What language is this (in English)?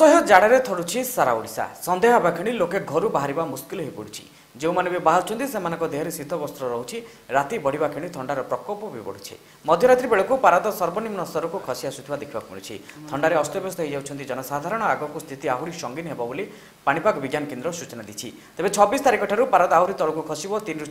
Odia